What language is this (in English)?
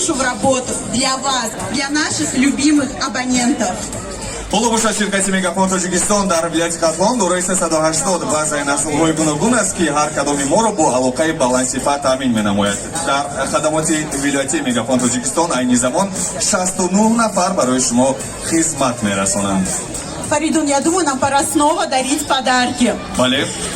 Tajik